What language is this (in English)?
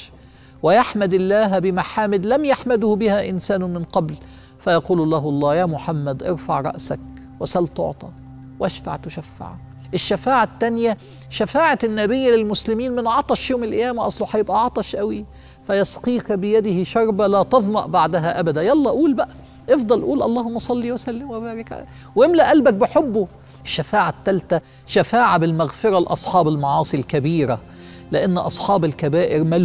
Egyptian Arabic